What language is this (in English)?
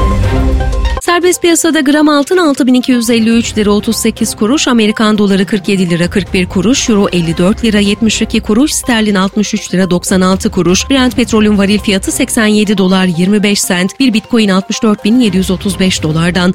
Turkish